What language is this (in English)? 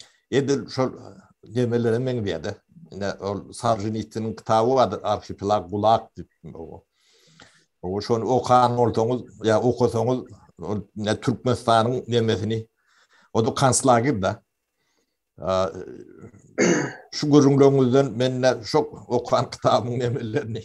Turkmen